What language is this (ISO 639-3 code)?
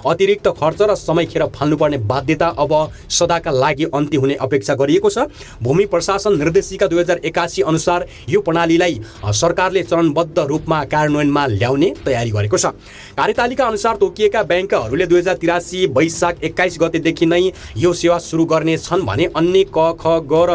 nep